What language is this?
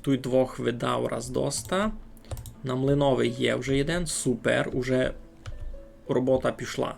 Rusyn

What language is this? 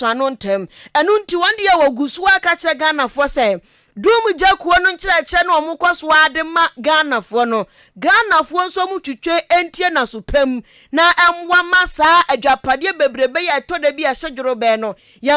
Akan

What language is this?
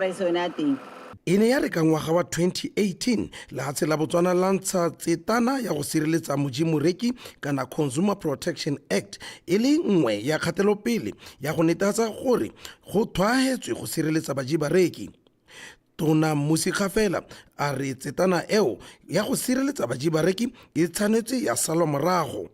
Tswana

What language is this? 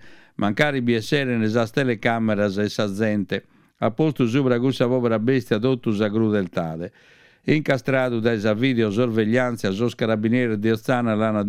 Sardinian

